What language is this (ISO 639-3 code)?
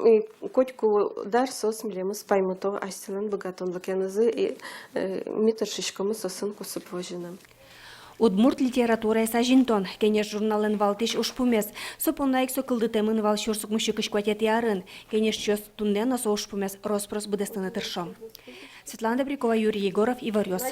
udm